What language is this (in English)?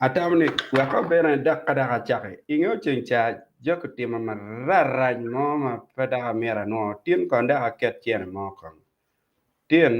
Acoli